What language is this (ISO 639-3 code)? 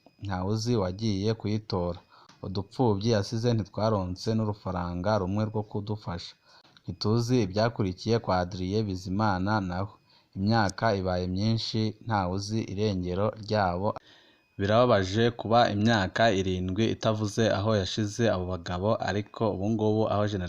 run